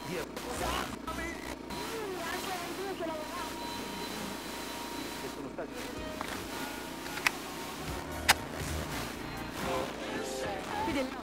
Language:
Italian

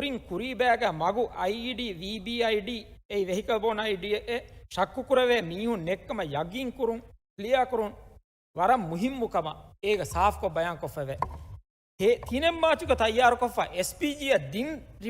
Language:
Divehi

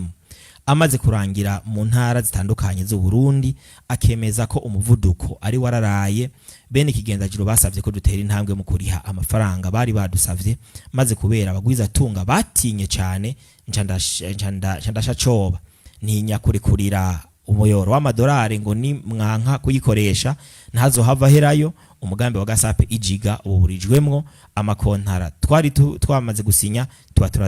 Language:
Rundi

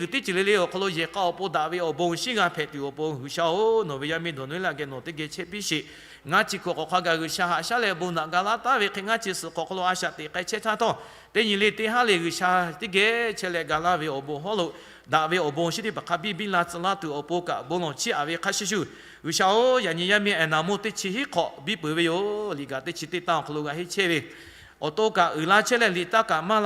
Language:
Lahu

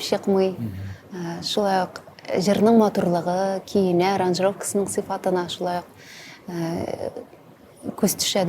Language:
Tatar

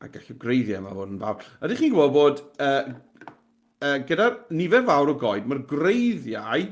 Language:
Welsh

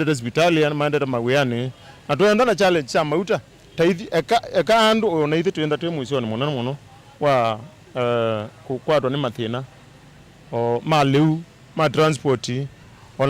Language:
Kamba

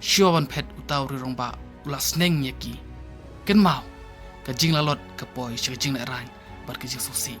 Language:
Khasi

